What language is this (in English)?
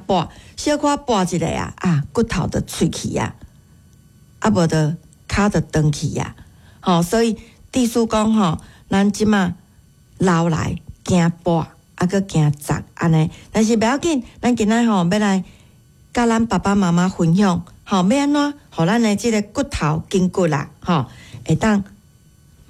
Min Nan Chinese